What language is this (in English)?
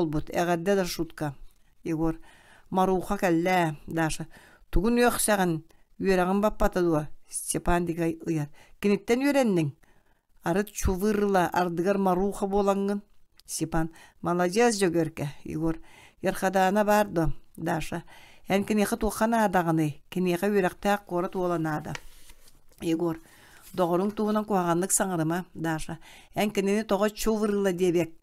Yakut